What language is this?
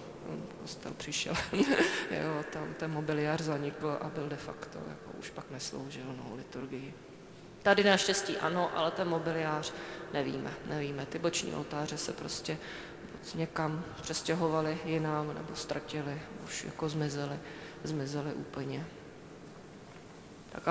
Czech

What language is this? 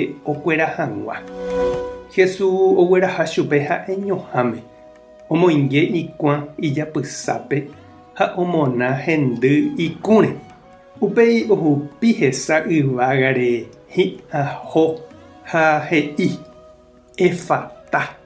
Guarani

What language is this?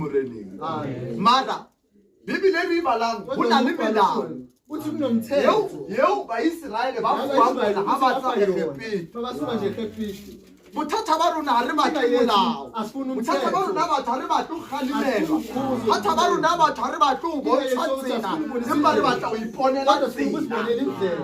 Southern Sotho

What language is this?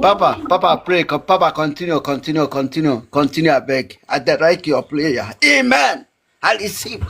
Nigerian Pidgin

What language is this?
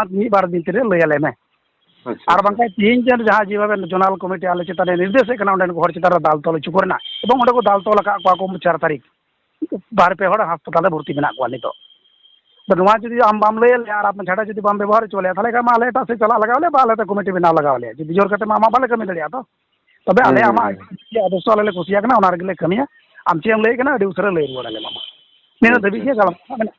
Santali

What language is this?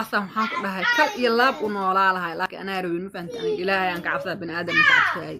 Somali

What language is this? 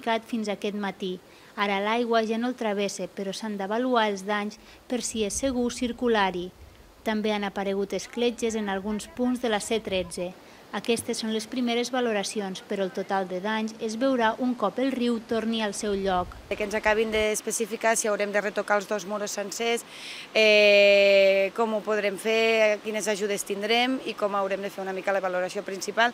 Catalan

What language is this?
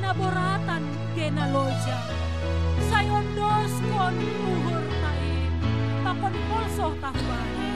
Batak Simalungun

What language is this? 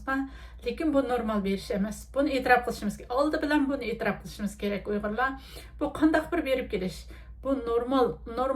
Uyghur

